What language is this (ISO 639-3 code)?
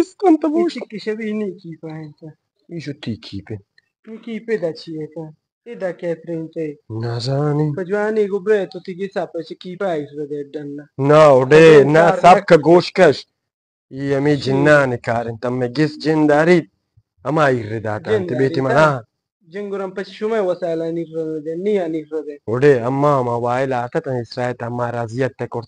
bal